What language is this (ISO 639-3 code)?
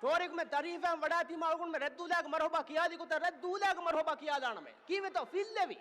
div